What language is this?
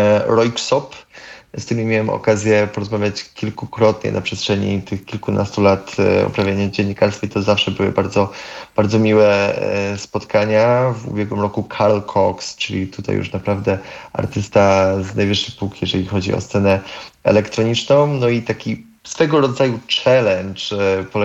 Polish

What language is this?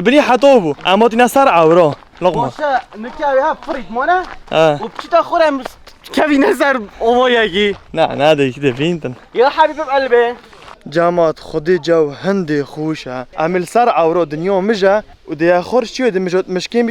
Kurdish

